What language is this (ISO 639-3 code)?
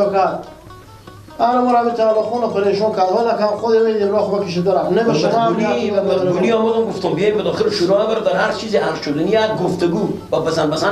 fas